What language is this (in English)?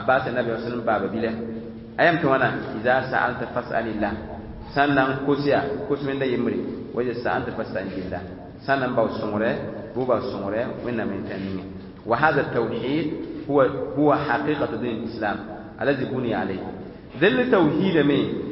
Mossi